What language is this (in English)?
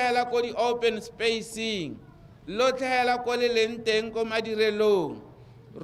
Tswana